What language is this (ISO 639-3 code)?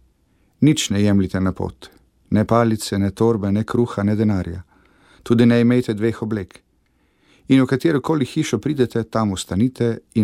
slv